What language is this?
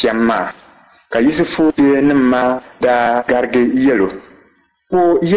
Dagbani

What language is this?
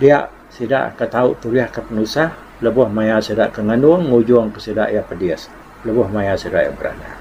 Iban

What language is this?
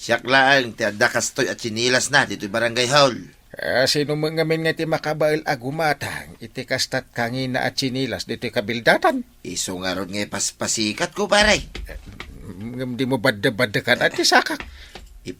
Iloko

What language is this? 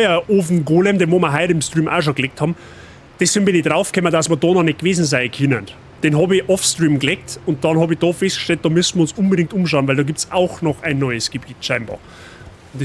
Bavarian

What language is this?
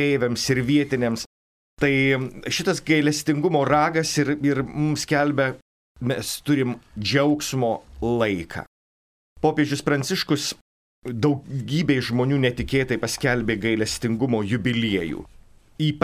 Lithuanian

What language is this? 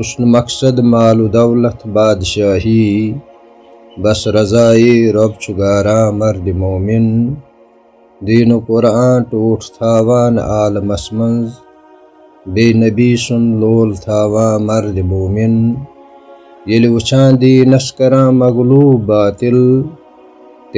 Kashmiri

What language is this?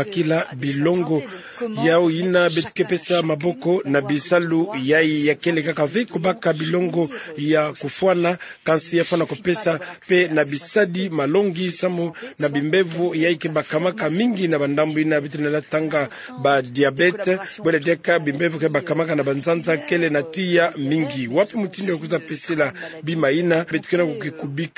Kituba (Democratic Republic of Congo)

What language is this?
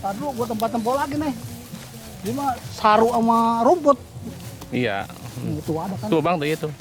Betawi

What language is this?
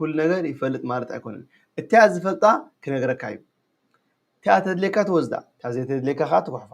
Tigrinya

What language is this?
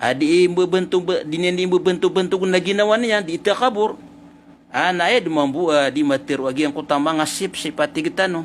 Maranao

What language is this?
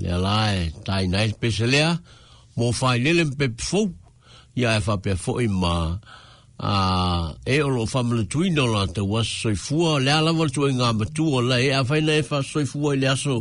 Samoan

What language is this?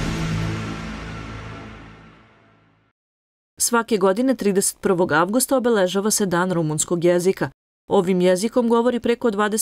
Serbian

